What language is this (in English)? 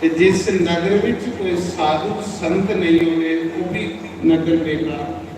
Dogri